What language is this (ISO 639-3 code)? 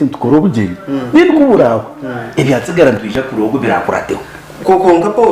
nyn